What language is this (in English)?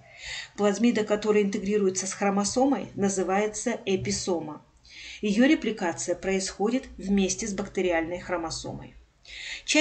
Russian